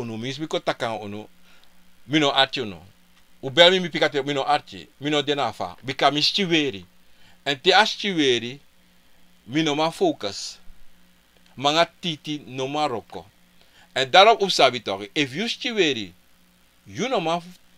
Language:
Sranan Tongo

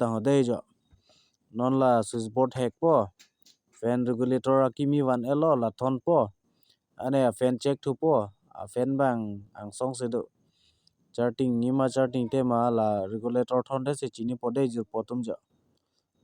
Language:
Karbi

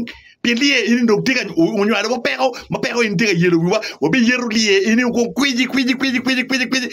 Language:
Acoli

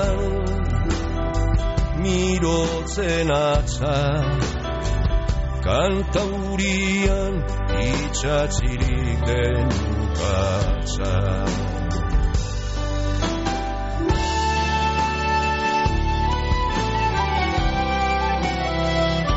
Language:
Basque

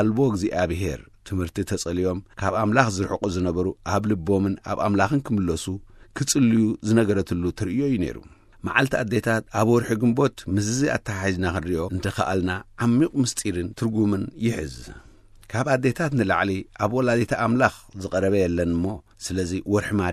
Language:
Tigrinya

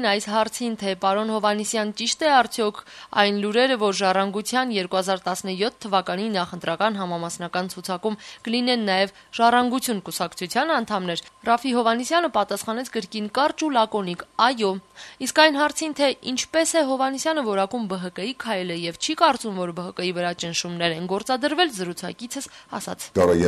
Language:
Armenian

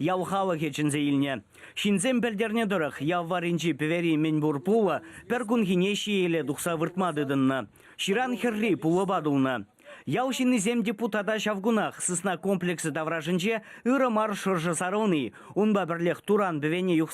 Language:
Chuvash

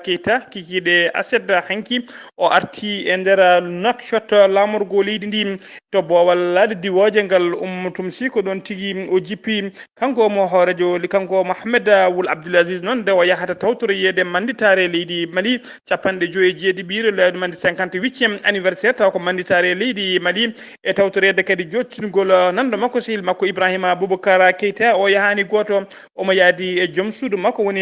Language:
Fula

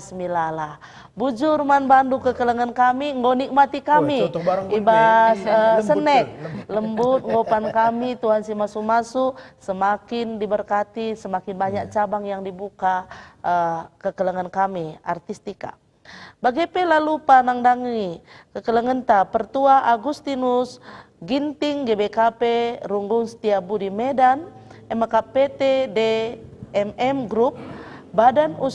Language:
Batak Karo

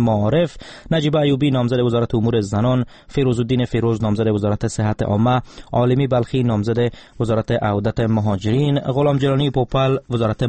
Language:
Persian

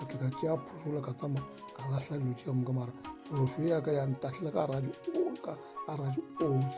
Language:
Northern Sotho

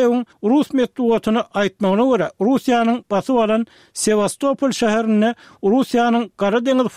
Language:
Turkmen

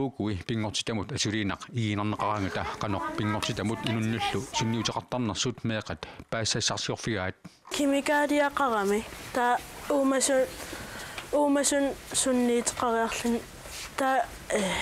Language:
Kalaallisut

